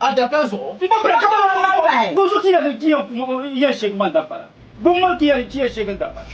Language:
Dagbani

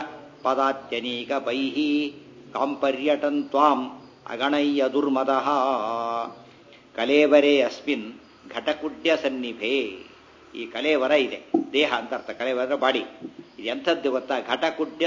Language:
Kannada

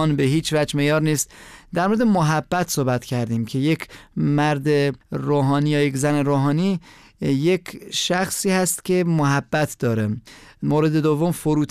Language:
Persian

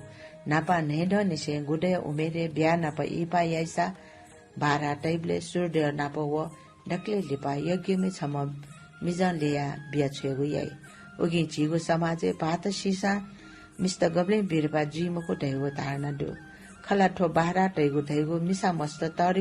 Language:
Newari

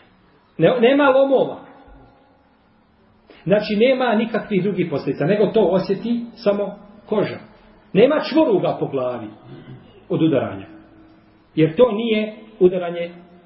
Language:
Bosnian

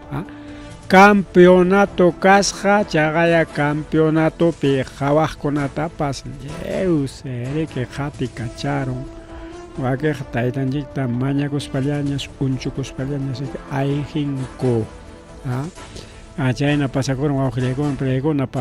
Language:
Ayacucho Quechua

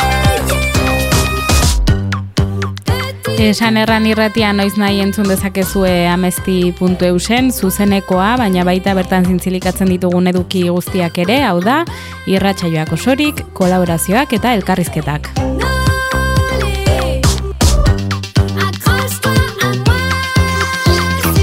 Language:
Basque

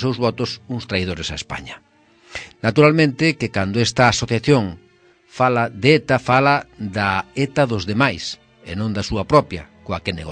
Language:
Galician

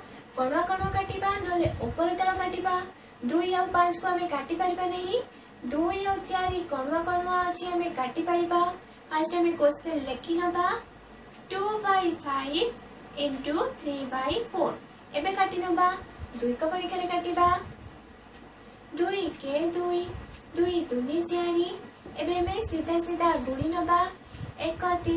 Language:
Odia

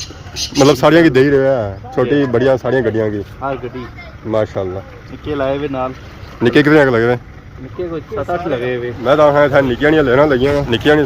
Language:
Pahari-Potwari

